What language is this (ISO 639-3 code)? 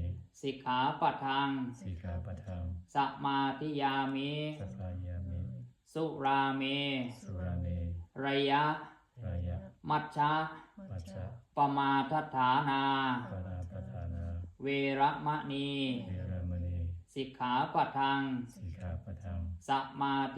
pli